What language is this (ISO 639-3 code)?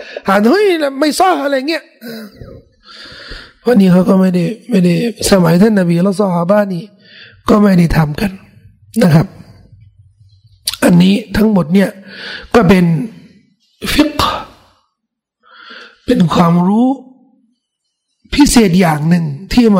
tha